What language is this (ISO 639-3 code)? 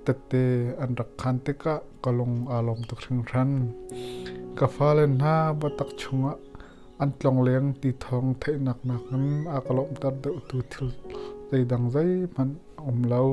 cnh